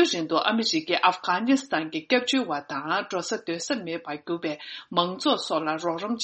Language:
Tibetan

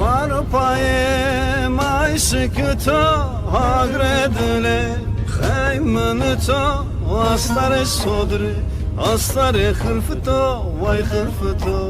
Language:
Zaza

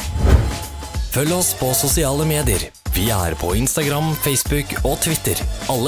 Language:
Norwegian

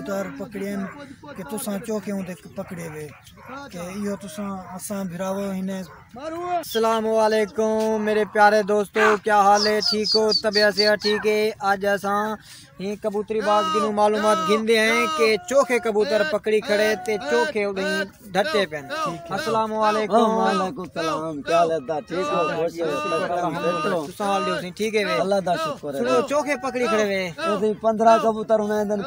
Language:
Saraiki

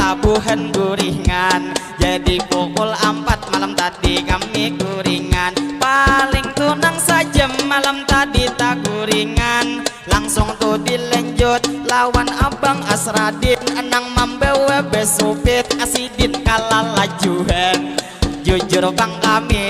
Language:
Banjar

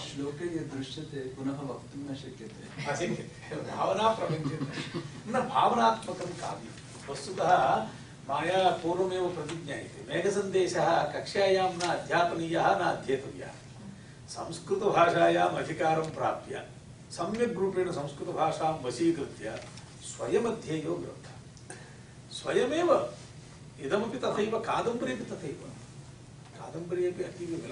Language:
Sanskrit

